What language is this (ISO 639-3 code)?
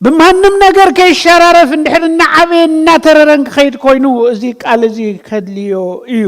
tir